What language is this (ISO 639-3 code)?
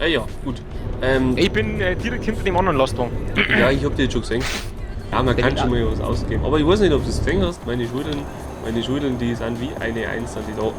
bar